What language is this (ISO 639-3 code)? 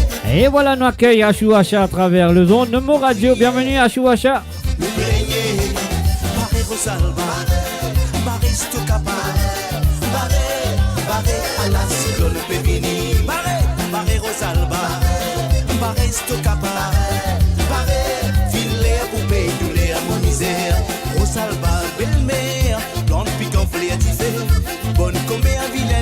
mfe